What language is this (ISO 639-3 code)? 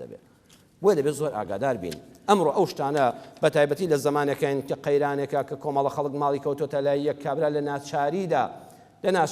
ckb